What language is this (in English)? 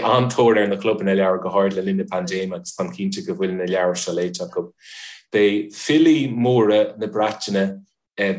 Irish